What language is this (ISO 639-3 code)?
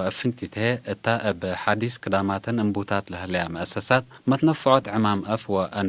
tig